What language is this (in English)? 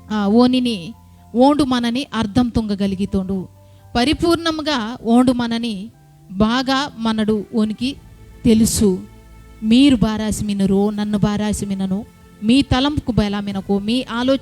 Koya